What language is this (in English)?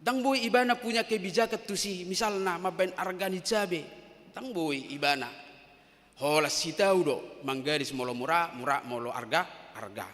Batak Toba